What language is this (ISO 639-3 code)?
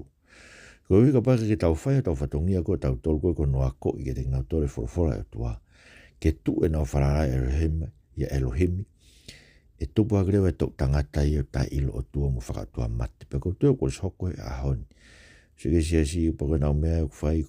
ton